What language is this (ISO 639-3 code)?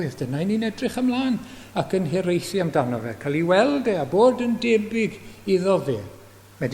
cym